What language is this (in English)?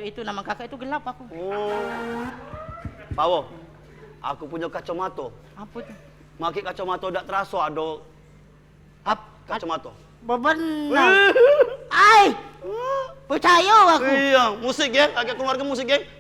Musi